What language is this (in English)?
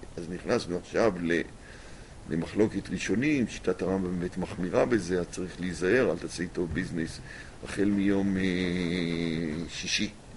Hebrew